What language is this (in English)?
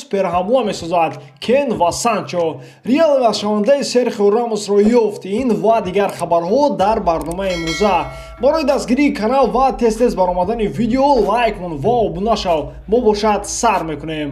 Tajik